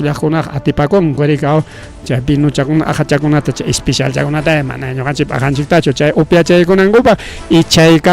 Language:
Ayacucho Quechua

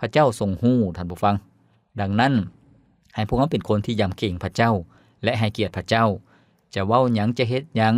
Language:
Lao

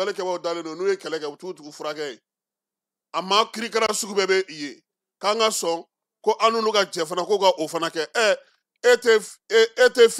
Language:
Bambara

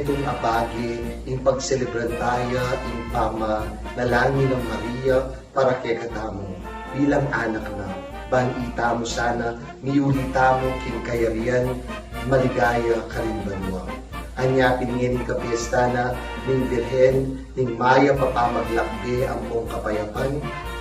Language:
Pampanga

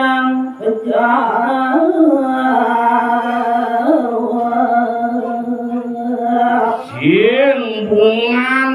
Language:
Balinese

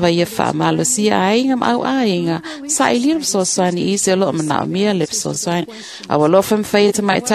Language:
Samoan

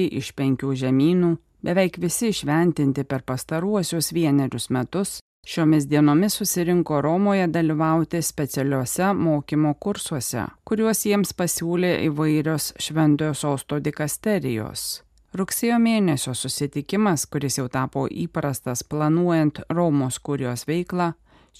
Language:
Lithuanian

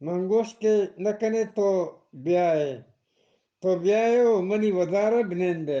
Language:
Eastern Balochi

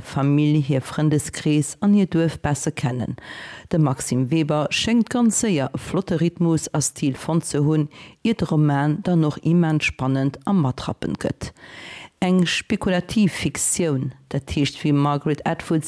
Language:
Luxembourgish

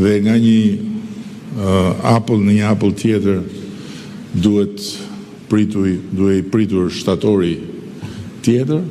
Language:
Albanian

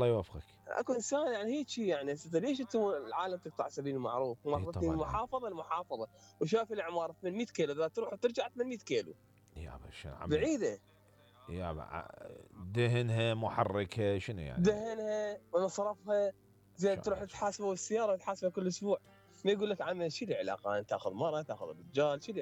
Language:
Mesopotamian Arabic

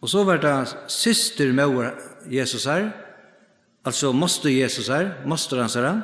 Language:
Faroese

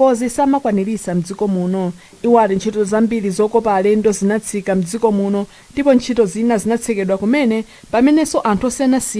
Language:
Nyanja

